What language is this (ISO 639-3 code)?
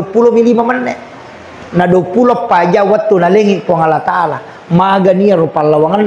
bug